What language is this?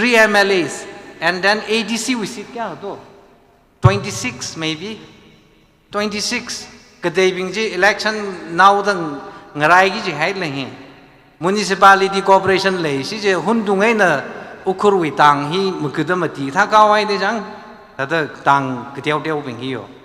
Tangkhul Naga (India)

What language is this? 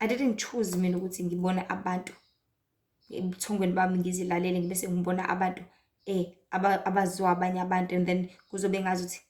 Zulu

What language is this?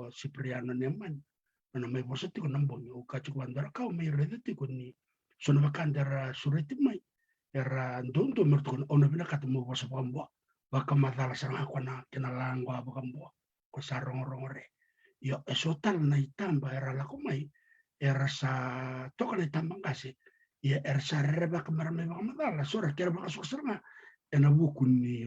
Fijian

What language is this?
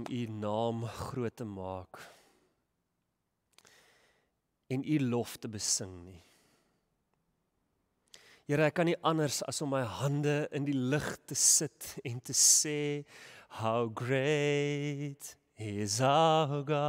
Afrikaans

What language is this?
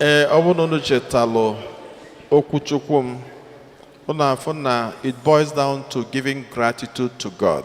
Igbo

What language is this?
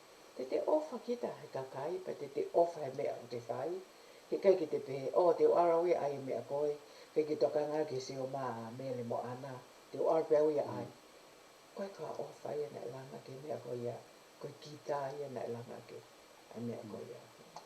Tongan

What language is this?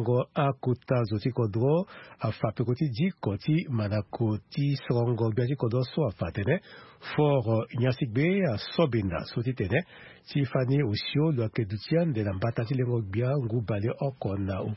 Sango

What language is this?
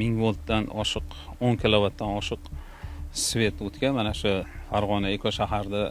Uzbek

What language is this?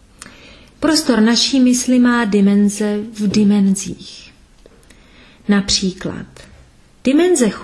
Czech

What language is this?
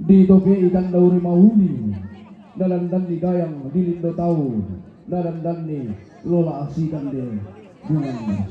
Toraja-Sa'dan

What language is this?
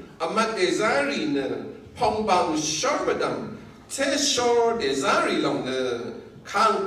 Rawang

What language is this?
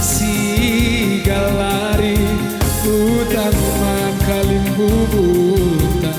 Batak Karo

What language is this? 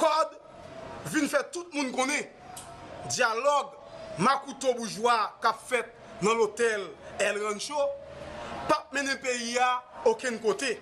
Haitian Creole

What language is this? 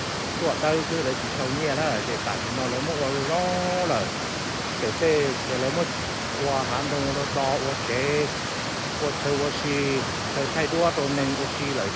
Hmong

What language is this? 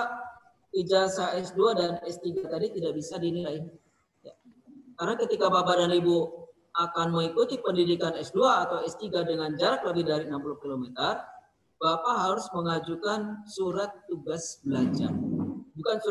Indonesian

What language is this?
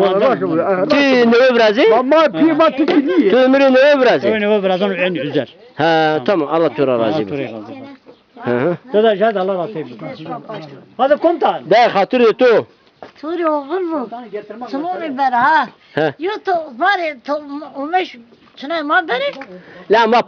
Zaza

